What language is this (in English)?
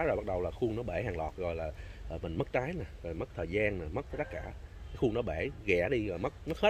Vietnamese